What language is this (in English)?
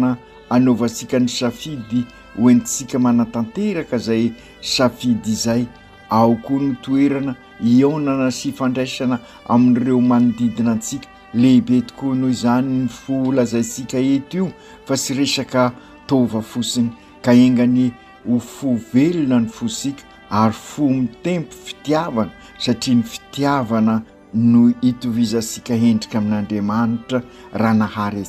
Malagasy